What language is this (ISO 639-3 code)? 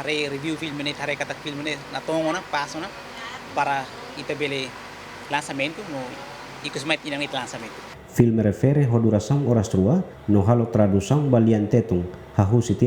tet